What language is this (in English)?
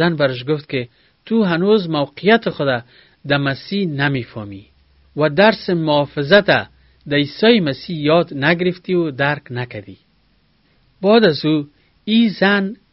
Persian